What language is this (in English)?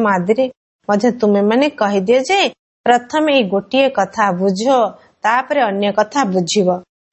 Odia